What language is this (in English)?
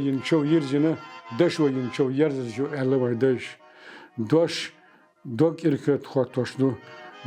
Chechen